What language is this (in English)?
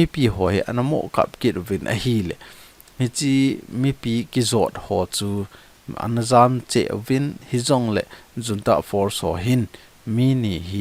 Thado Chin